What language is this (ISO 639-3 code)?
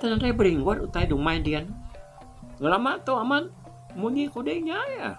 iba